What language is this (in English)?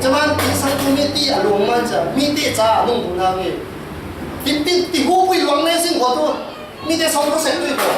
Falam Chin